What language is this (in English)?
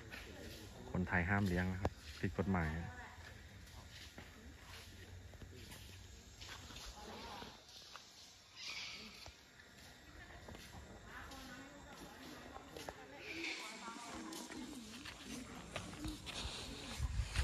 Thai